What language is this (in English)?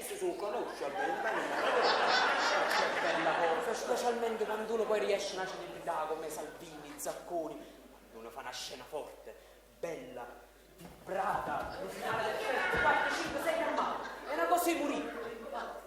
Neapolitan